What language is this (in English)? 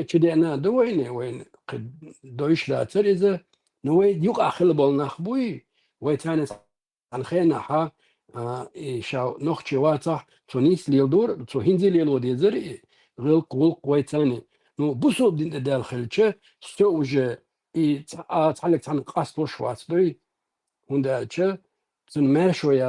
Chechen